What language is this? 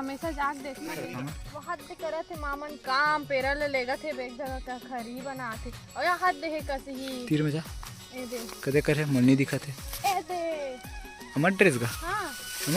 Chhattisgarhi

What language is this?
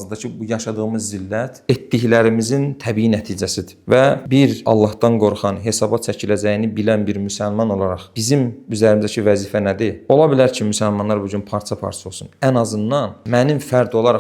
Azerbaijani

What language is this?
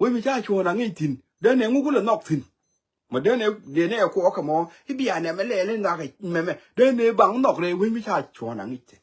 Nuer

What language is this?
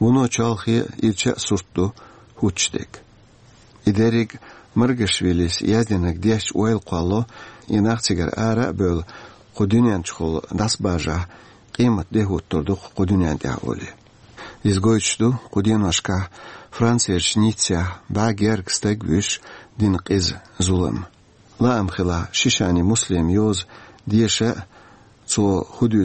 Chechen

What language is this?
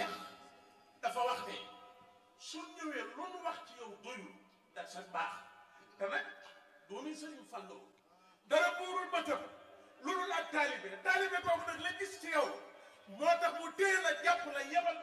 Wolof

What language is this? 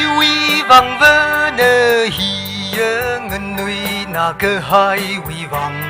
Tangkhul Naga (India)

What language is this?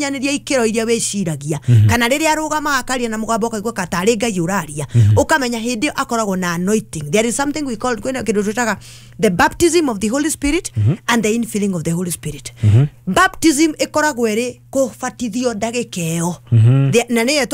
Kikuyu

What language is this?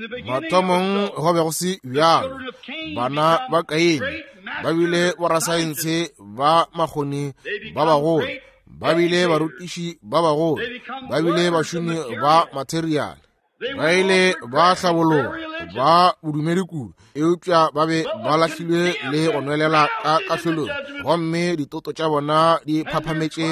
Northern Sotho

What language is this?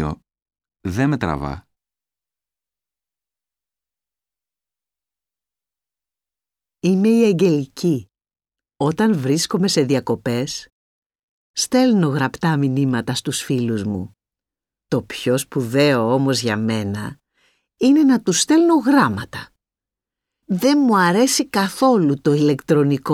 Greek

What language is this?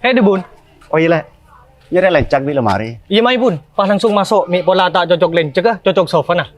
Madurese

